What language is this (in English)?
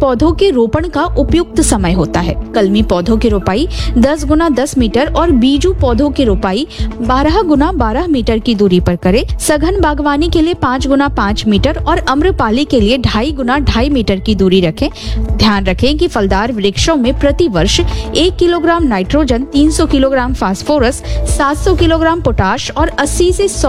Hindi